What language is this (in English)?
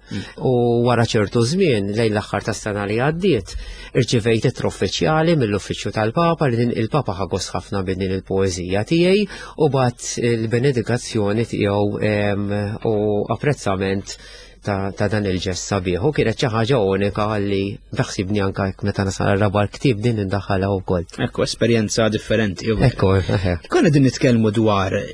Maltese